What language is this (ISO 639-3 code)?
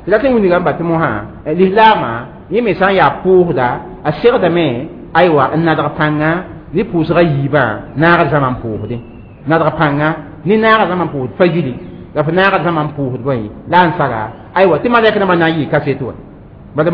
mos